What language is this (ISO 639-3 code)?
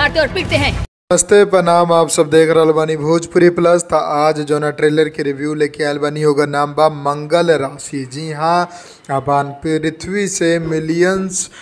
bho